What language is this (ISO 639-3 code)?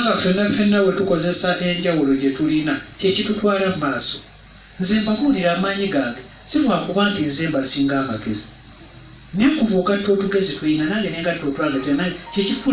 lug